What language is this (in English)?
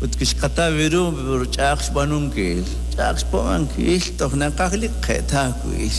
Kekchí